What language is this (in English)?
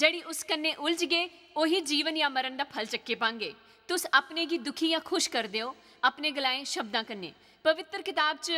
Dogri